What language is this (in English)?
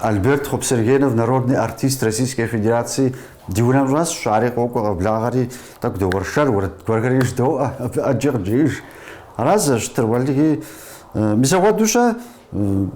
Kabardian